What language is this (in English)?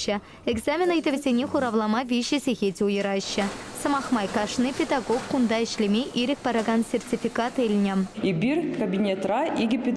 Chuvash